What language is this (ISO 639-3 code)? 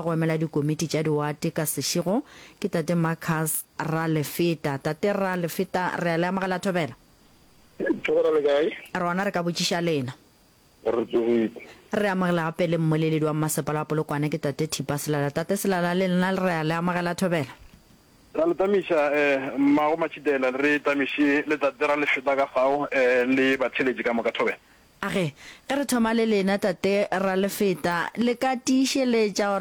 nso